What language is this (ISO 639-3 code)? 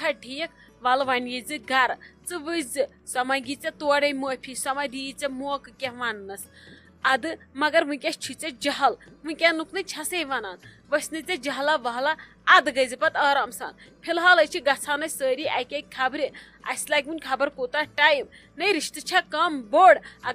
kas